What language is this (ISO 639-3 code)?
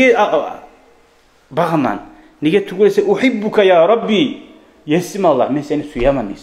kum